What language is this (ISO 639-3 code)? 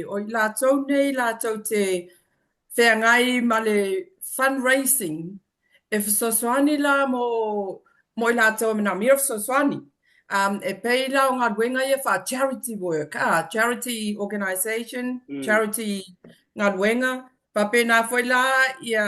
smo